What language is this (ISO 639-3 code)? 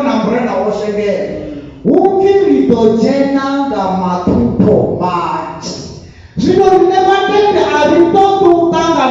ven